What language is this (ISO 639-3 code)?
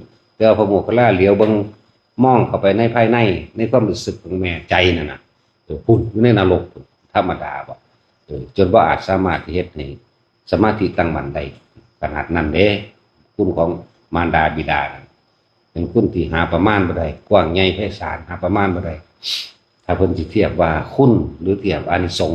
tts